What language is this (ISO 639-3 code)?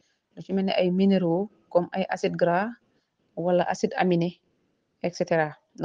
wol